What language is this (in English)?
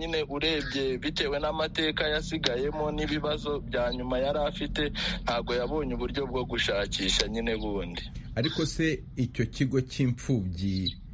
Kinyarwanda